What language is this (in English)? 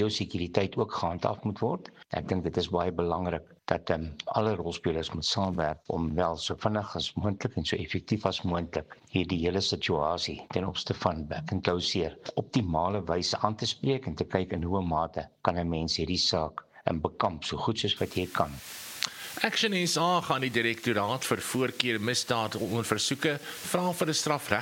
Afrikaans